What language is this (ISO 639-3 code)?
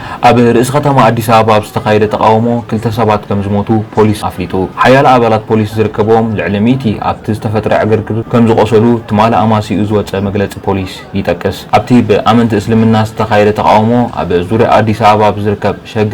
tir